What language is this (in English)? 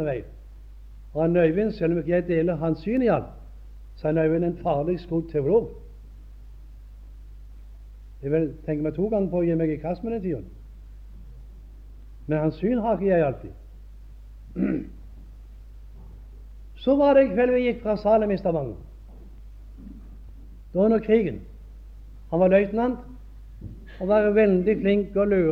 Norwegian